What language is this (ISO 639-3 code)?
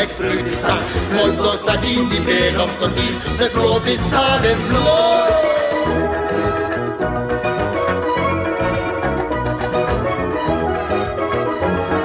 nor